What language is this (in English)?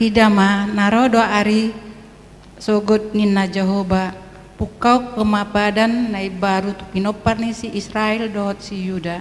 Batak Toba